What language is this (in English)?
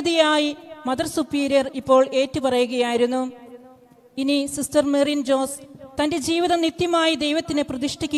Malayalam